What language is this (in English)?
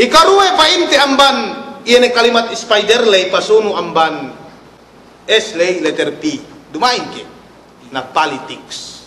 Yakan